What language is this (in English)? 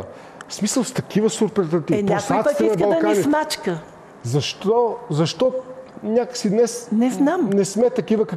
Bulgarian